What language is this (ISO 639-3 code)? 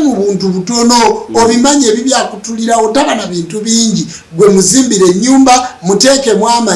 lug